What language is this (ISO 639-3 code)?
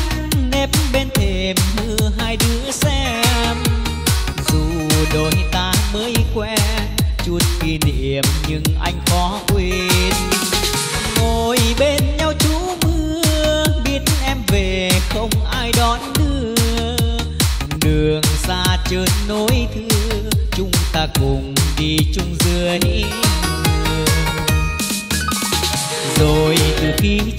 vie